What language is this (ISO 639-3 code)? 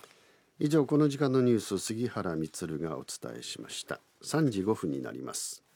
jpn